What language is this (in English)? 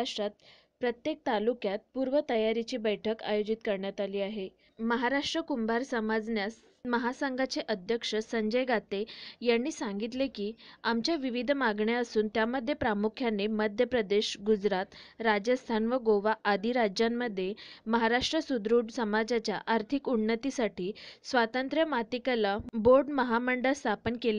Marathi